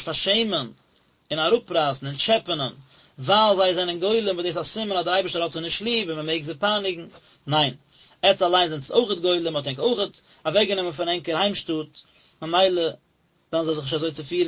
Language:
Yiddish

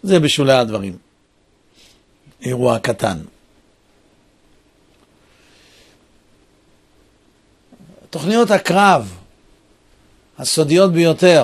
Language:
Hebrew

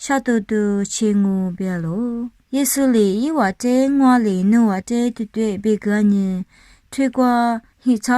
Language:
Lisu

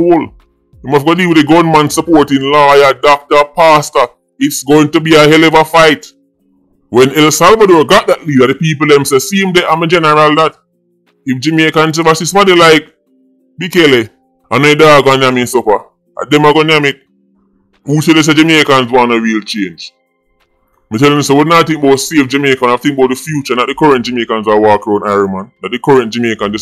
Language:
Jamaican Creole English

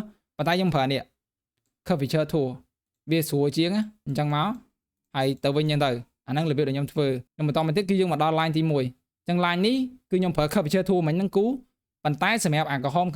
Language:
Khmer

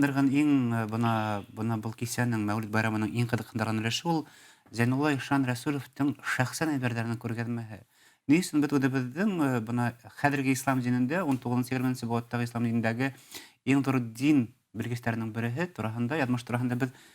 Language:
Bashkir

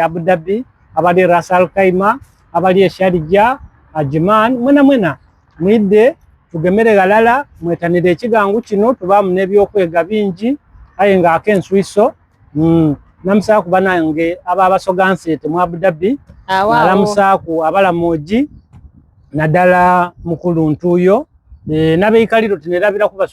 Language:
Soga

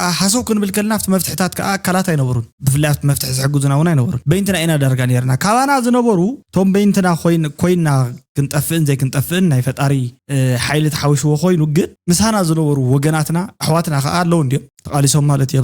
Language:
Tigrinya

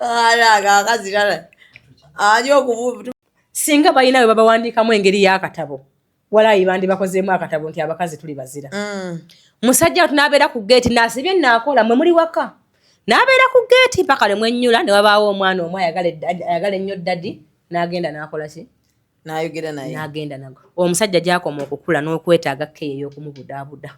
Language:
Ganda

